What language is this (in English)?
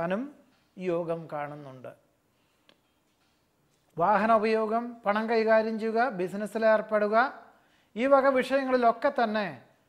Malayalam